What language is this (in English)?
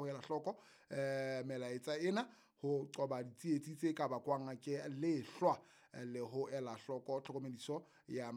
Southern Sotho